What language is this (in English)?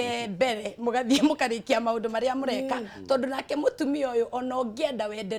Kikuyu